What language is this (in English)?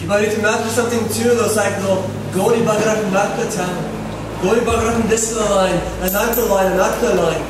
Tok Pisin